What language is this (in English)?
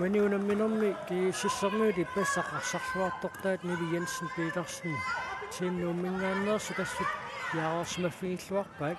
Kalaallisut